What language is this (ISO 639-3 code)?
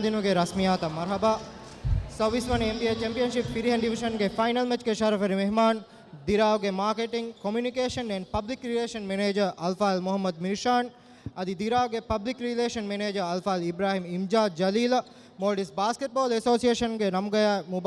div